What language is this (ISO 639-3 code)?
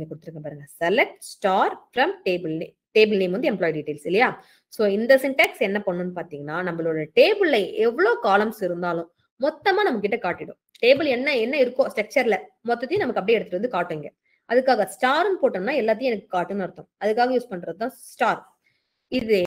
tam